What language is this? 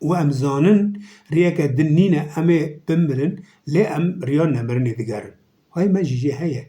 Kurdish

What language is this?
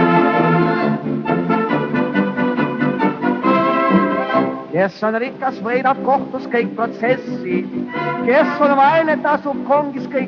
Estonian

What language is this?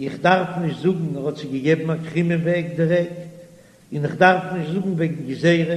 Yiddish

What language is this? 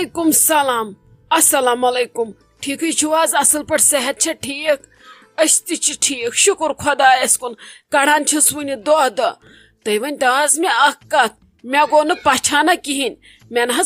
Kashmiri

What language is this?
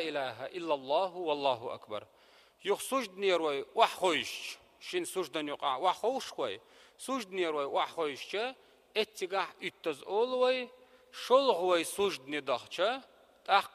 Chechen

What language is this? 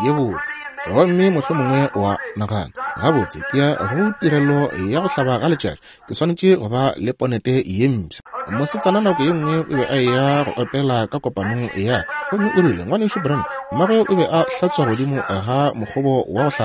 Northern Sotho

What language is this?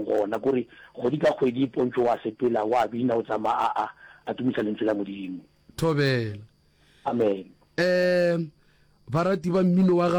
Northern Sotho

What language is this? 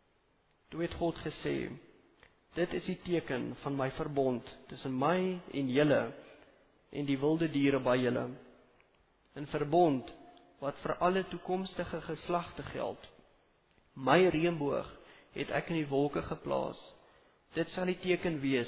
Afrikaans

